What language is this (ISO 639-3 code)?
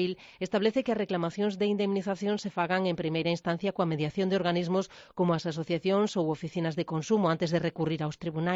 glg